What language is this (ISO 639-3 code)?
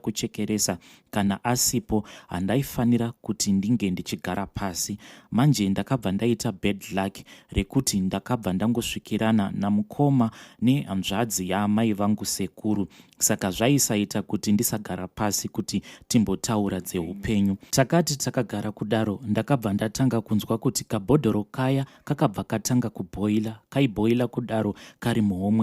sna